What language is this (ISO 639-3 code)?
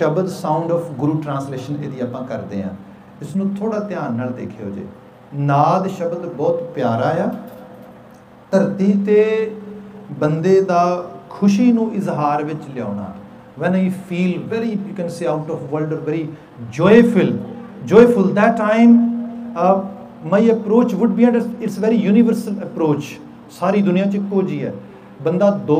pan